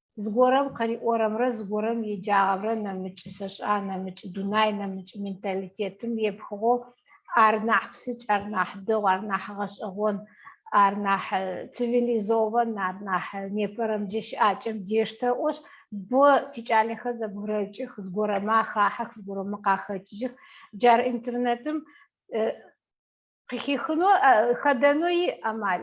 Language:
Adyghe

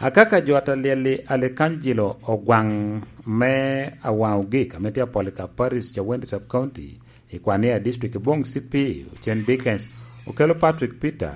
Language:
Lango (Uganda)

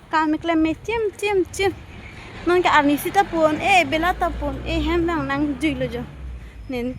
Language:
Karbi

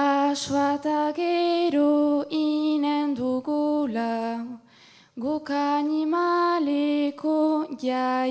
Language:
Basque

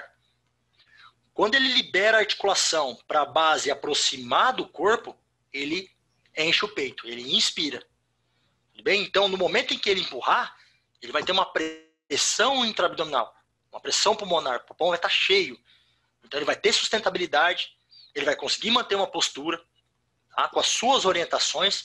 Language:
Portuguese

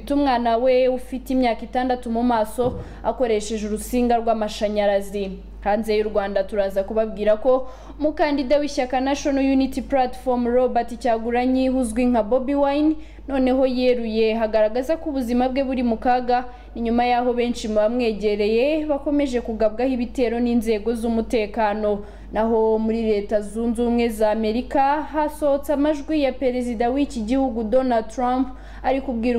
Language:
Kinyarwanda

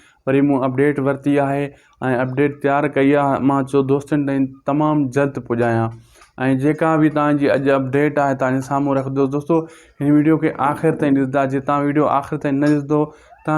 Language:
Sindhi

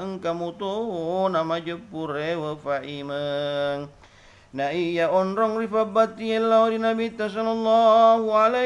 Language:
Buginese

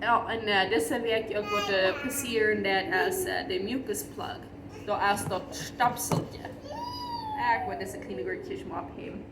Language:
Plautdietsch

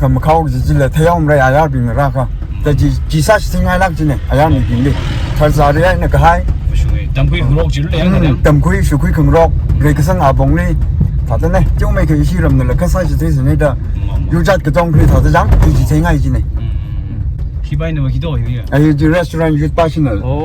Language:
Tangkhul Naga (India)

